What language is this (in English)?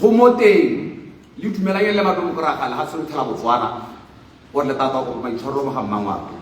Tswana